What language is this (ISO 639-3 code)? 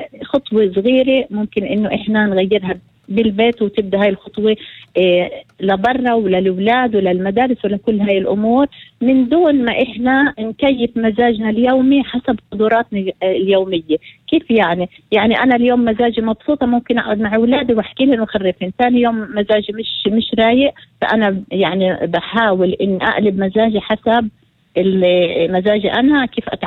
apc